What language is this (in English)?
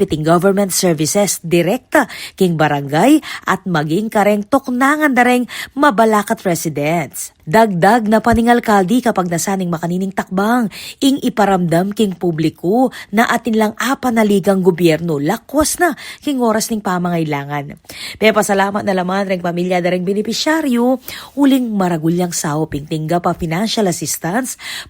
Pampanga